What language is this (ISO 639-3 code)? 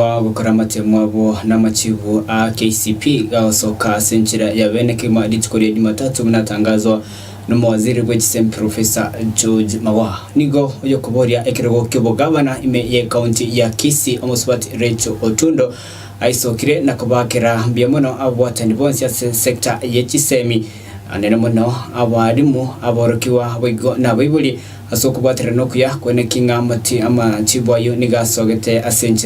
guz